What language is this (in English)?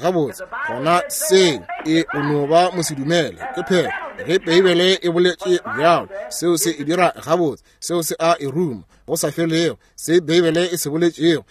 Northern Sotho